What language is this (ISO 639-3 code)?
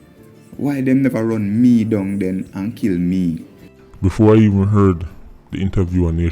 jam